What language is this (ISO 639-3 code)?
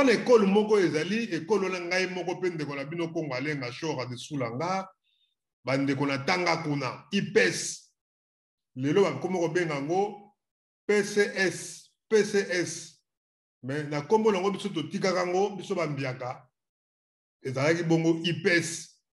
lin